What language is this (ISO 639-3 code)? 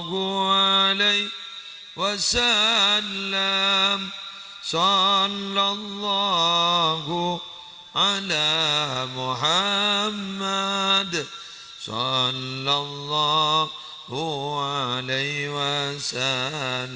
mad